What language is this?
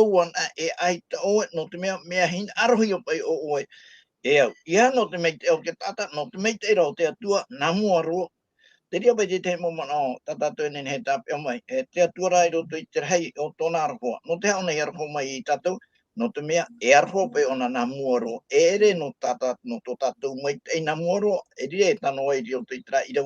Tahitian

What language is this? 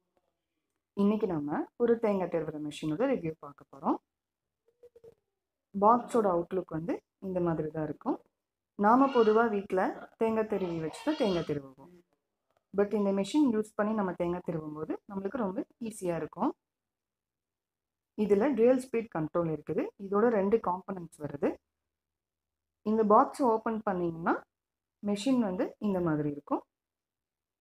Tamil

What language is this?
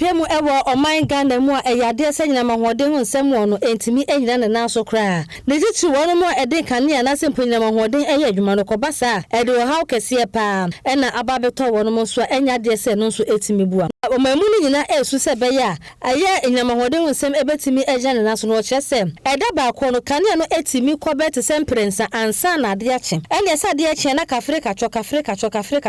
Akan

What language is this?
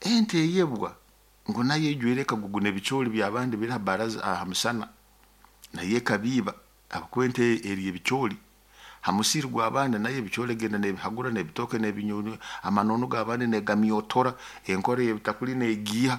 Nyoro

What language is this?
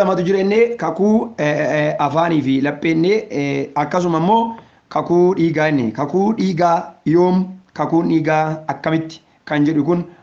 Oromo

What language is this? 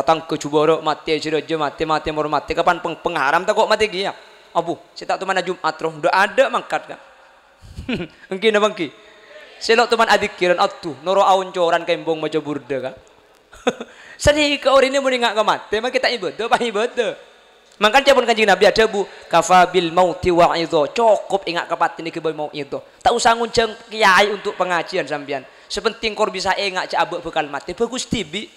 Madurese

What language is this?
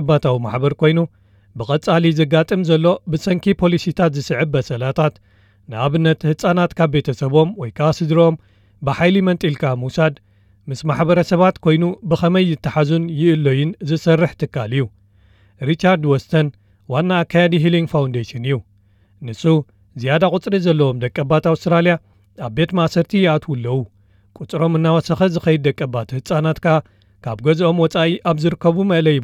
Tigrinya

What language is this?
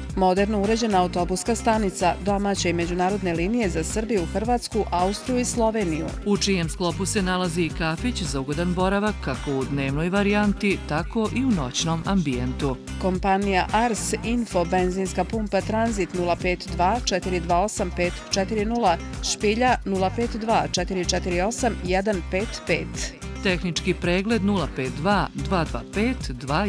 Bosnian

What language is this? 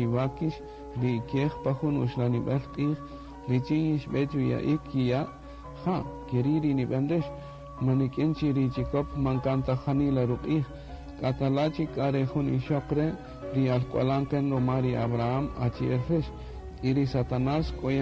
Kaqchikel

